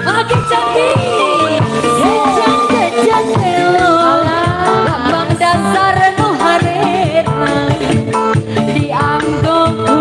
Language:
Sundanese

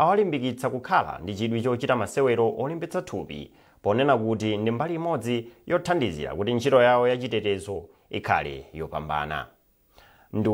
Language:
Nyanja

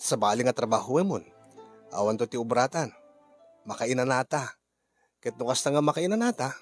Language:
Iloko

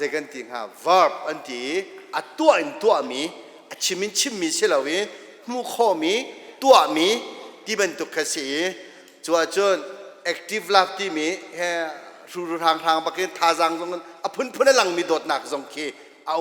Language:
Hakha Chin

